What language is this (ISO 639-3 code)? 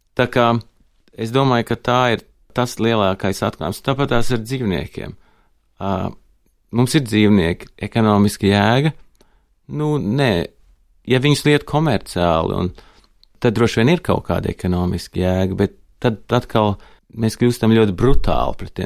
lav